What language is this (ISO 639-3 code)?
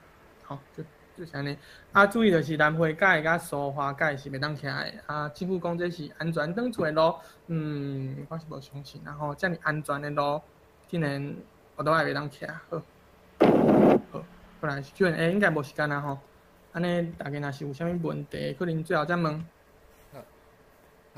nan